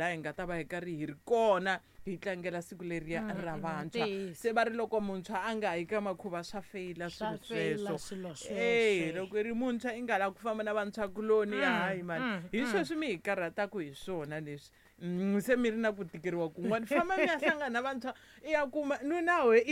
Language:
Tsonga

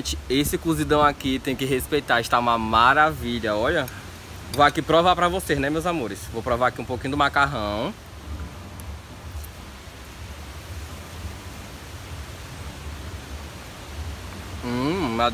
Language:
Portuguese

